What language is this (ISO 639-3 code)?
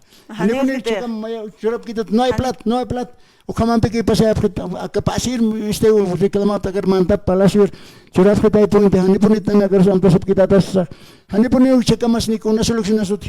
aym